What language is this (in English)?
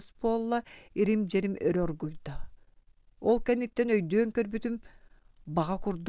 Yakut